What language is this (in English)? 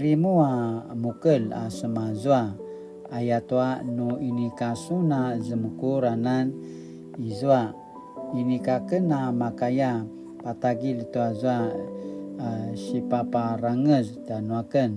Paiwan